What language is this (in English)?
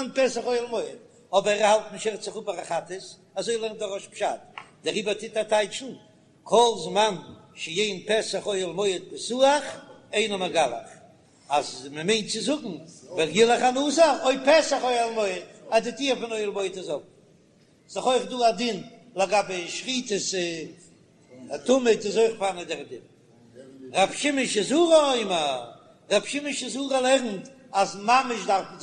Yiddish